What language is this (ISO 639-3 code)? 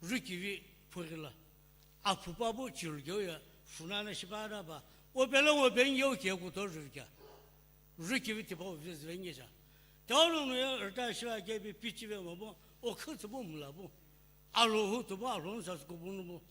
nsm